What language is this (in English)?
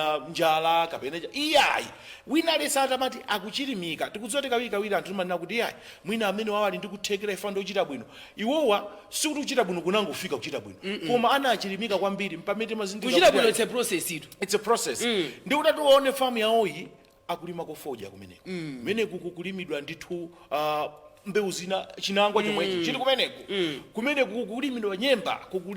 Nyanja